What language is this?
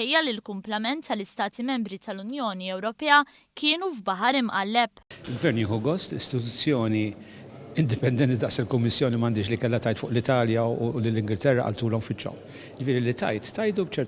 Maltese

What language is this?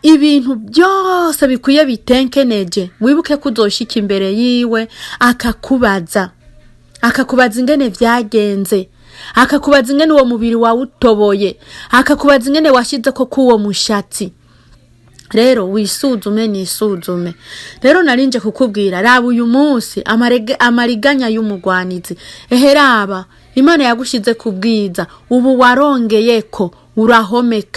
Rundi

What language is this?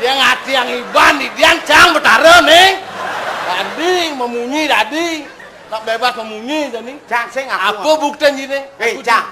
Balinese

